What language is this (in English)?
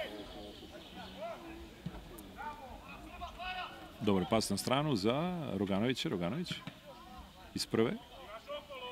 Serbian